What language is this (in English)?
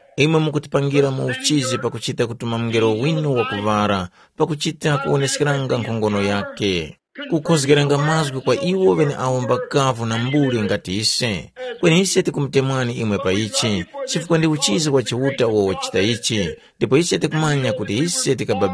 Tumbuka